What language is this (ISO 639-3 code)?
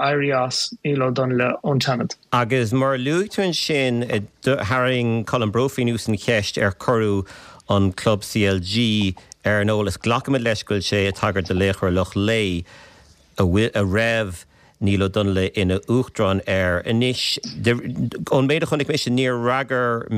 gle